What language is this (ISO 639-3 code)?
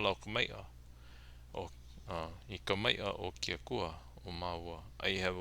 haw